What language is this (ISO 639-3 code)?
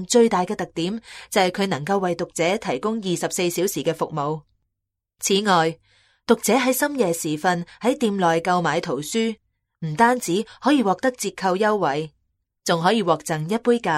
yue